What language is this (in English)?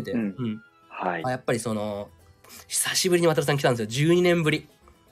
Japanese